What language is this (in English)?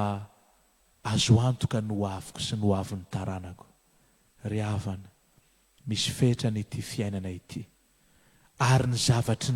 Malagasy